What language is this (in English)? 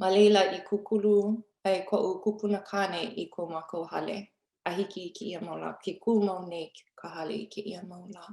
Hawaiian